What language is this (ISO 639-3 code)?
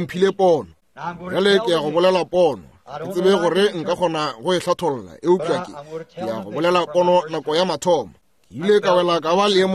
nso